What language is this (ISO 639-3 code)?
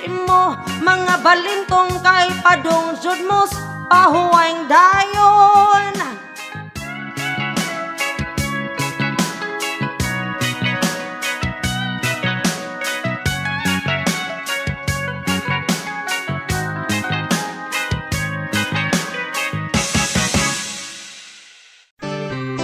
ceb